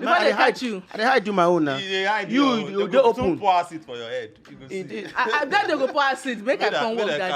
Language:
Nigerian Pidgin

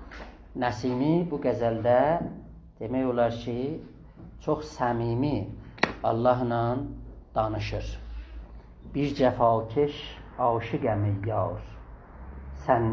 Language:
South Azerbaijani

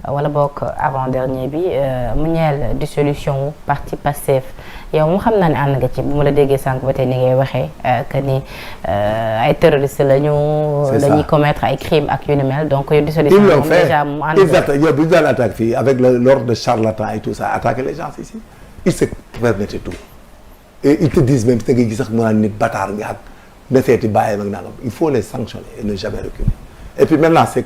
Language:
Wolof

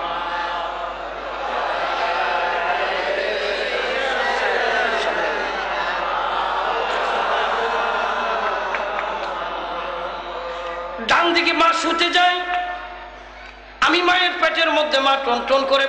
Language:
Bangla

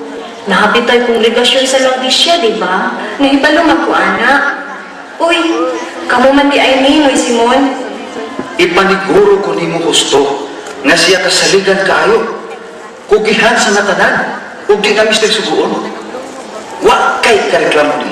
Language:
Cebuano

